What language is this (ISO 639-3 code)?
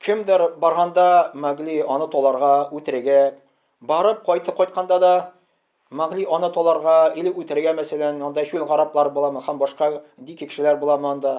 tat